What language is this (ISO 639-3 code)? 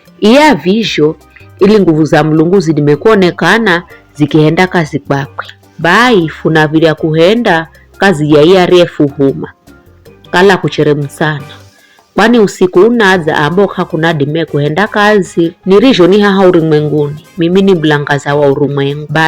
nyf